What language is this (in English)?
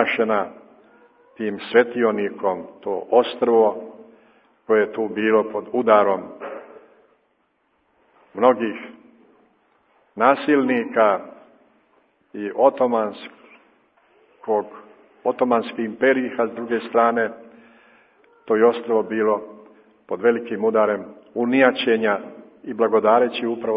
Serbian